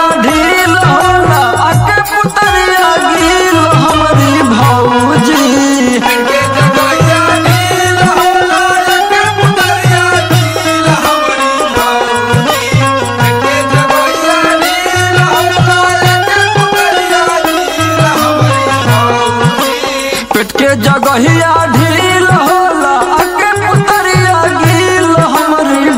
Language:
Bhojpuri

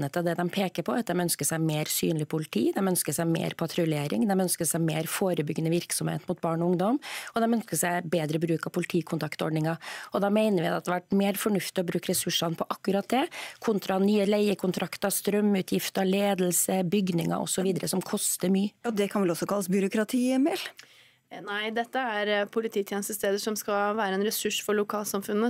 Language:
Norwegian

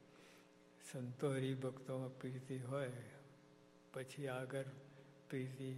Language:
Gujarati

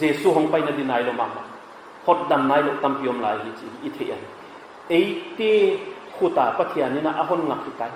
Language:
Paite Chin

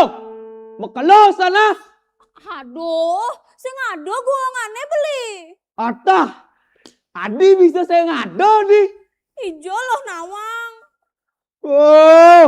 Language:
Balinese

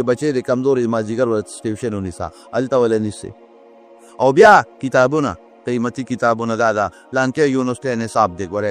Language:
Pashto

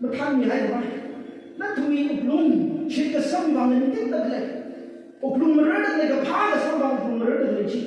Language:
Tangkhul Naga (India)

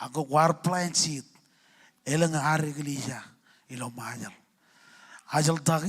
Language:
Marshallese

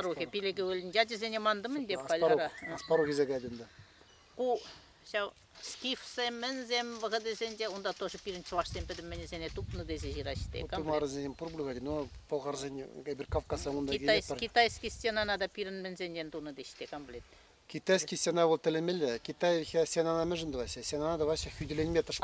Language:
Chuvash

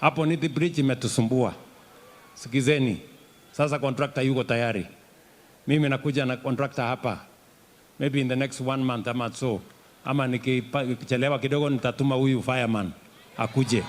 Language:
Meru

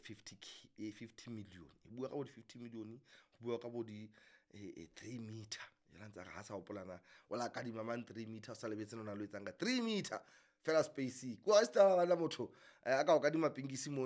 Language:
Southern Sotho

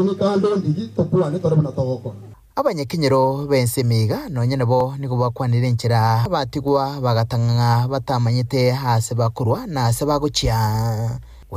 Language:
Gusii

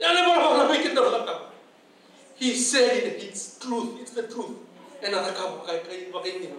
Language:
Fijian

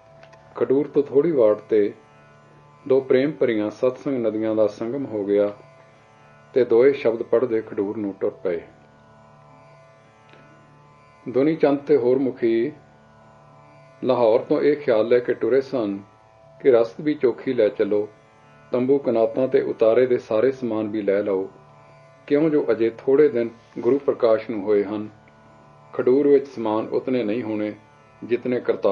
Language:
Punjabi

